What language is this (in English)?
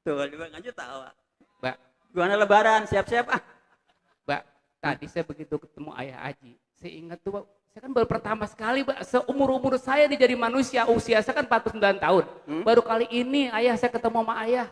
Betawi